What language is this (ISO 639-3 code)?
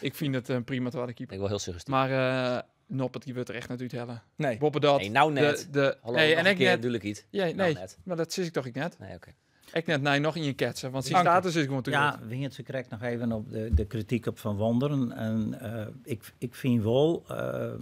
fry